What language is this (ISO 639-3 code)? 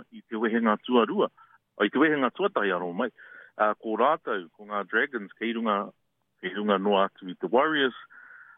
mri